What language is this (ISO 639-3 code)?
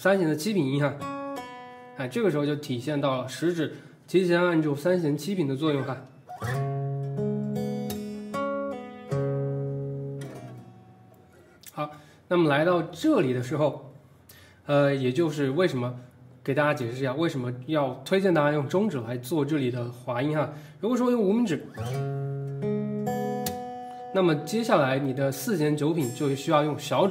zho